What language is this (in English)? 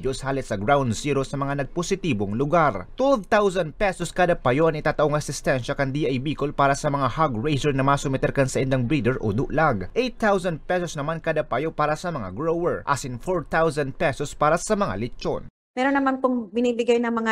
Bikol